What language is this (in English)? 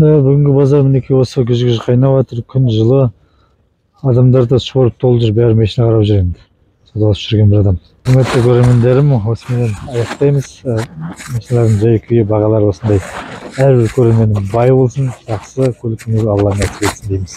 Kazakh